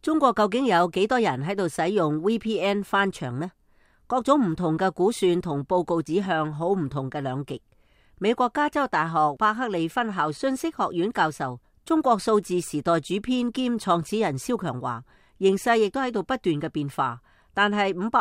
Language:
Cantonese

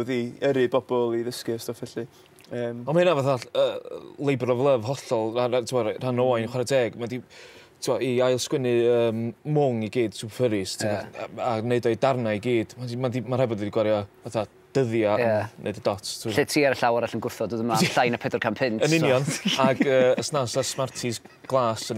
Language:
Welsh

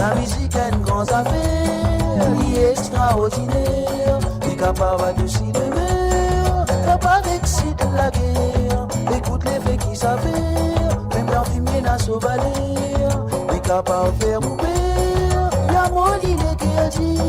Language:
Morisyen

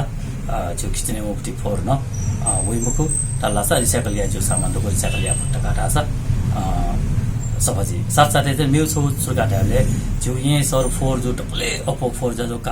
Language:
Newari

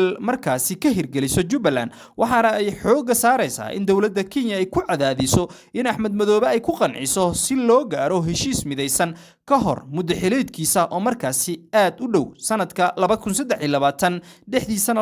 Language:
Somali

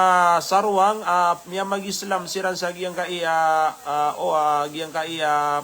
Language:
Maranao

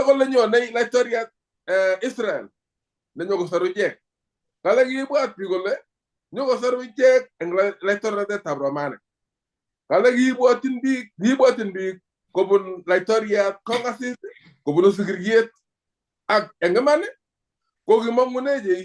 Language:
Kalenjin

